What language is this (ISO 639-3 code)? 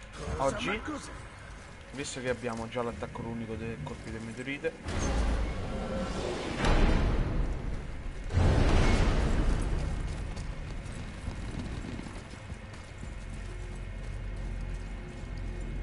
ita